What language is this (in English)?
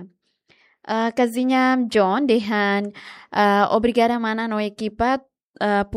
Tetum